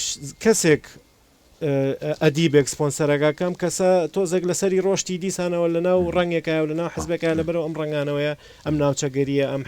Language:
Central Kurdish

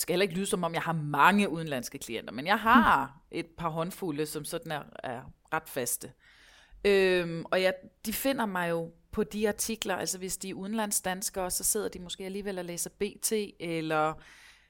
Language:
Danish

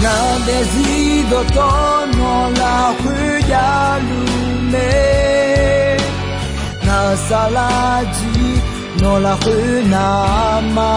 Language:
Akha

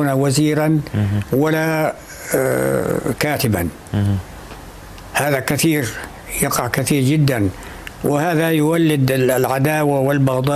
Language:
North Levantine Arabic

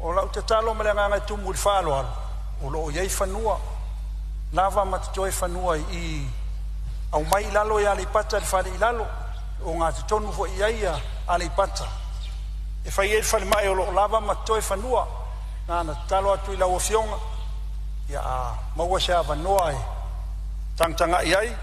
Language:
Samoan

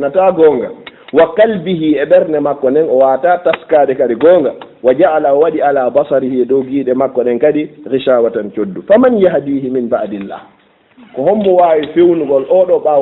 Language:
Fula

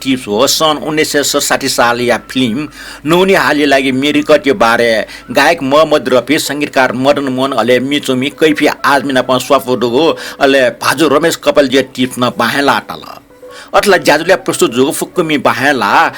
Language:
Newari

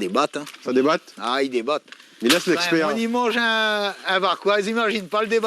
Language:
Réunion Creole French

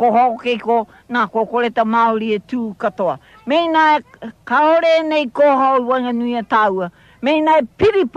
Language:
Māori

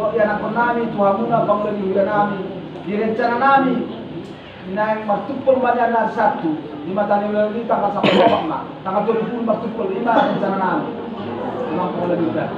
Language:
Batak Toba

